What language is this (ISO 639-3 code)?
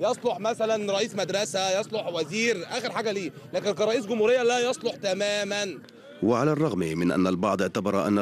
arz